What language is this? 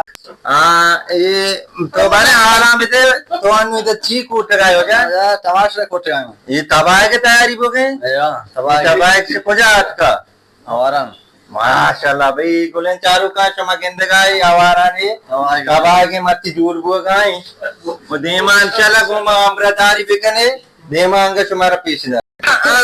Baluchi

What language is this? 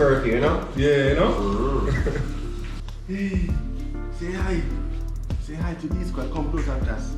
Jamaican Creole English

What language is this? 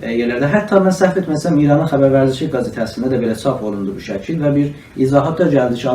South Azerbaijani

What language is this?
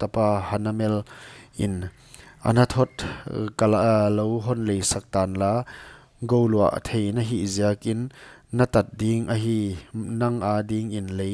Paite Chin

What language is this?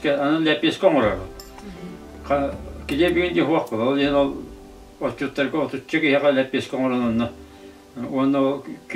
Yakut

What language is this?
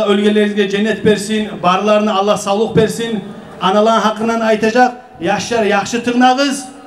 Kumyk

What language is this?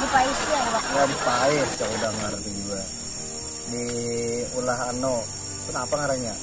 Banjar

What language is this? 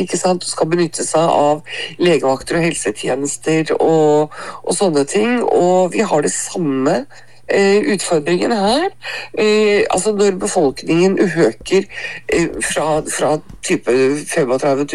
Norwegian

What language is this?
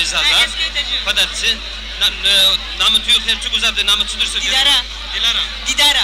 Zaza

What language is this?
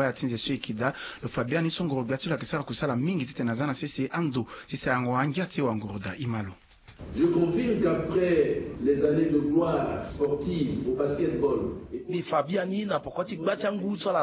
Sango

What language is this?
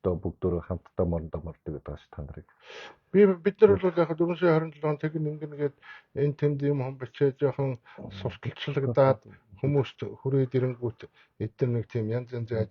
Mongolian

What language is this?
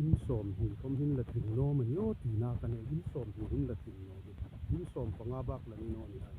Hmar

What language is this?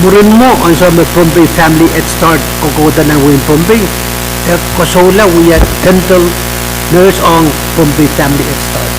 Pohnpeian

